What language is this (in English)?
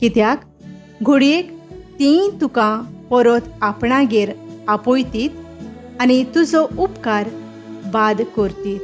Konkani